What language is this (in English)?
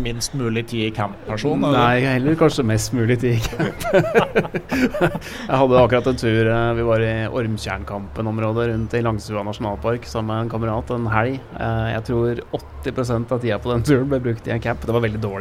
Norwegian